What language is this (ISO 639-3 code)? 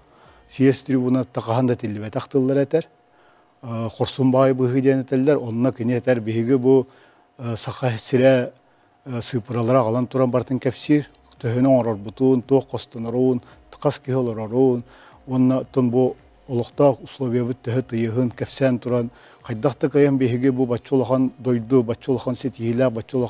sah